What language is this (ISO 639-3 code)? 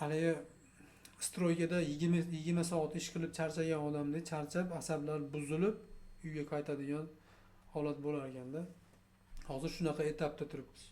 uzb